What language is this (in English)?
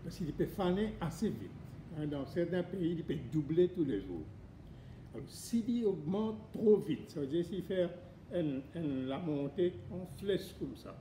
Morisyen